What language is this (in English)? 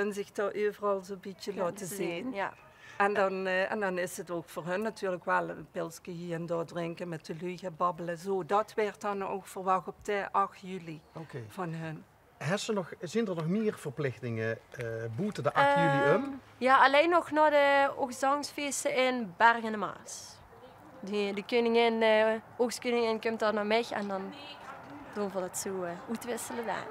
Limburgish